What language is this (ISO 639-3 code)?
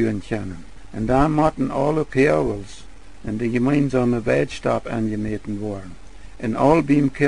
pdt